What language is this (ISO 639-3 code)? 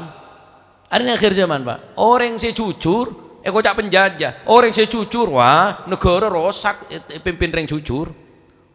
mad